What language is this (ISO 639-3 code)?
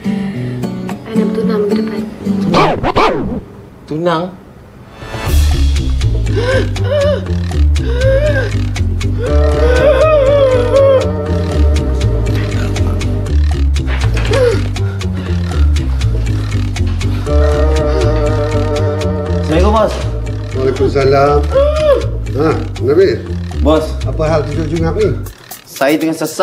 msa